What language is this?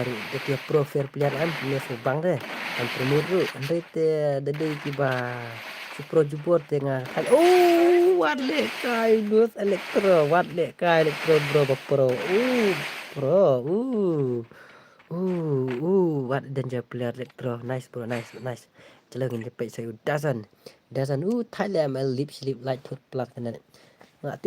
Khasi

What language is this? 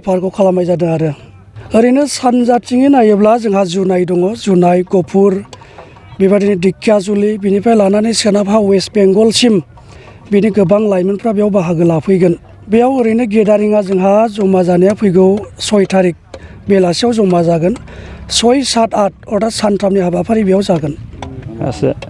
Bodo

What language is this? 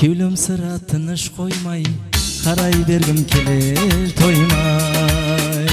Kara-Kalpak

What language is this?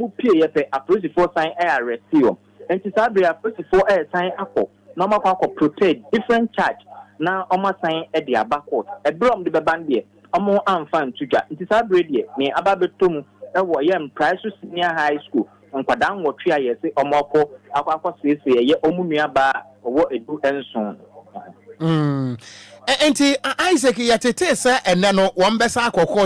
Akan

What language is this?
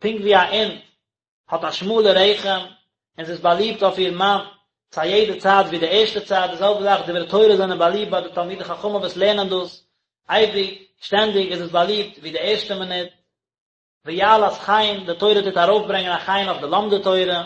Yiddish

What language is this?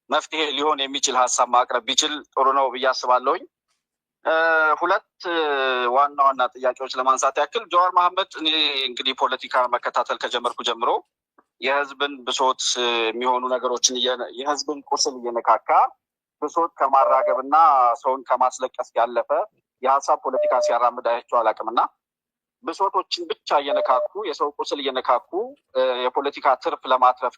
Amharic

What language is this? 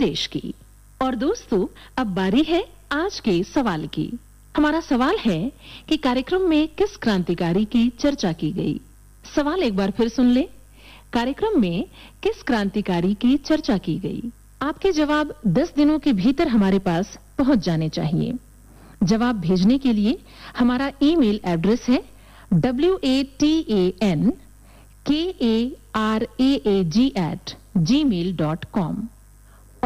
Hindi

